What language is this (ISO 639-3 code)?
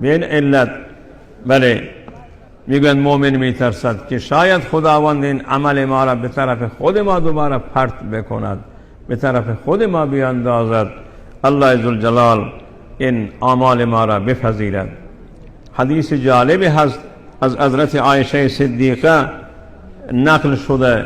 fas